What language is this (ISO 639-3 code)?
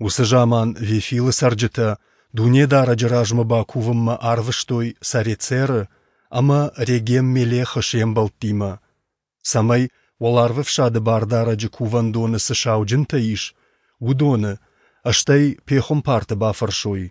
oss